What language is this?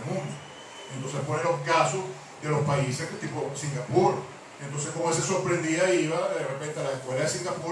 Spanish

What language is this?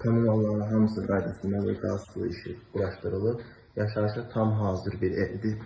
Azerbaijani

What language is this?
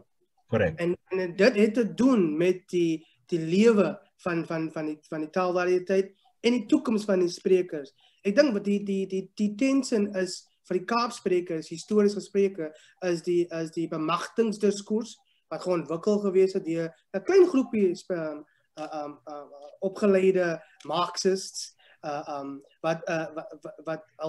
Afrikaans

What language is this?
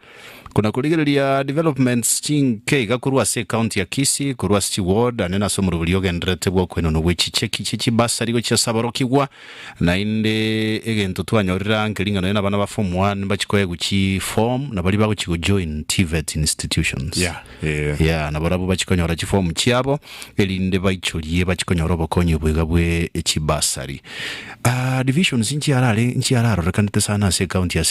Gusii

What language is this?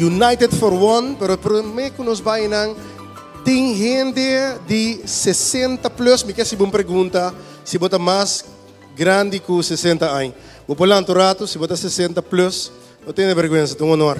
Papiamento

